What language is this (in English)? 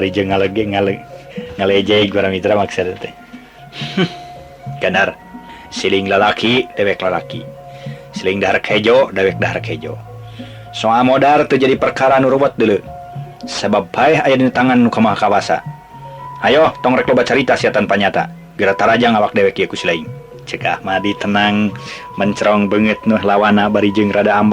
Sundanese